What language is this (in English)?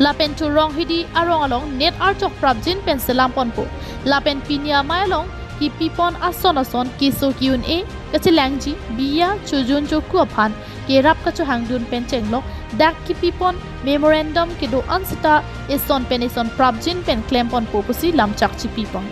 Karbi